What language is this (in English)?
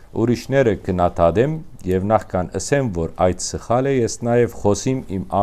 Western Armenian